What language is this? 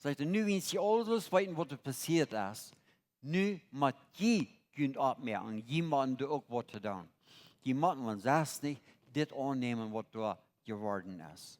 Plautdietsch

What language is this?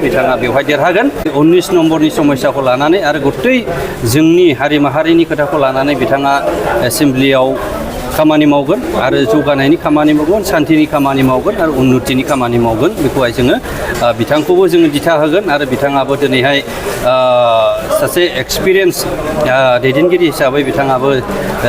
Bodo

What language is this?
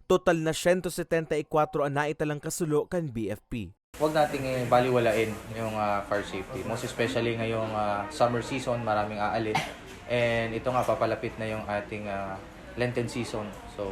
Bikol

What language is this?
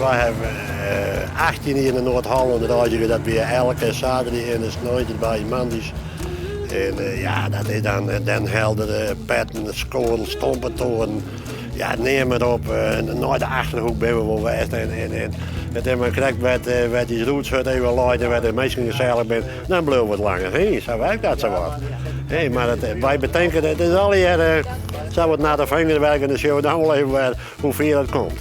Western Frisian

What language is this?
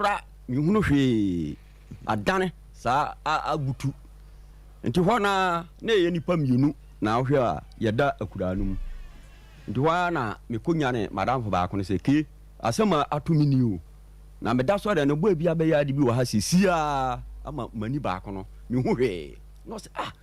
Akan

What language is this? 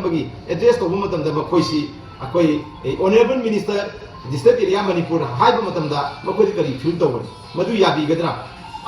Manipuri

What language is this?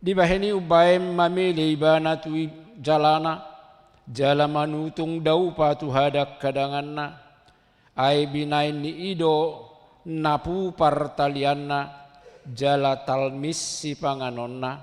Batak Toba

